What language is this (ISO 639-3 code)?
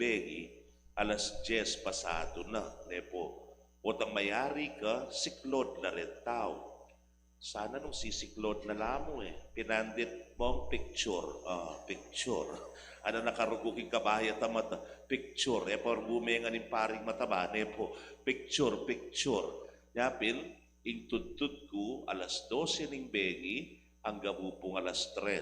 pam